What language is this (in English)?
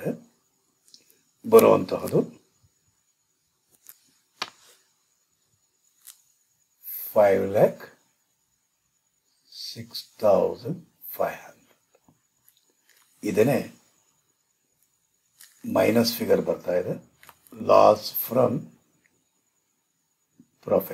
Kannada